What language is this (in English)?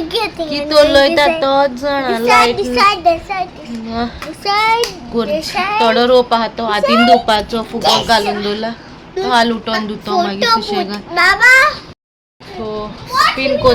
Konkani